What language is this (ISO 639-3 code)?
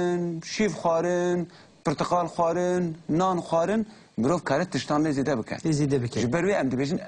kur